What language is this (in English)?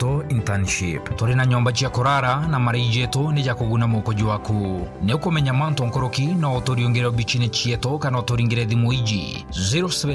Meru